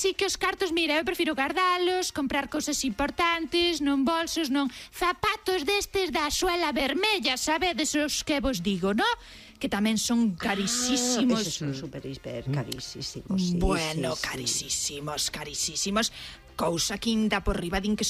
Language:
Galician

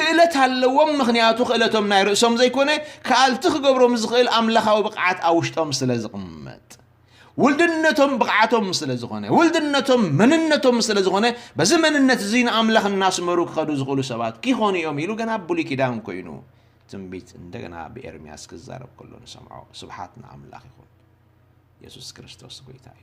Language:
Tigrinya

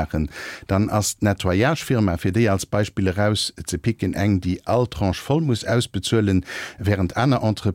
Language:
Luxembourgish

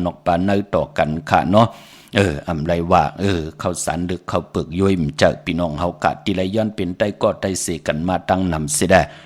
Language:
Shan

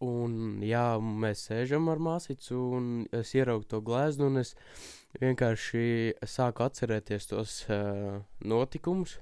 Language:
Latvian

